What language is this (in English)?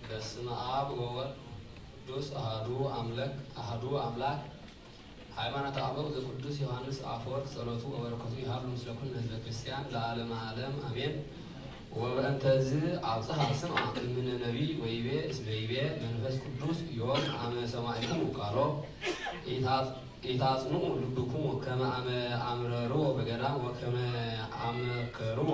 Geez